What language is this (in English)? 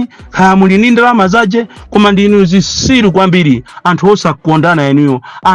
Nyanja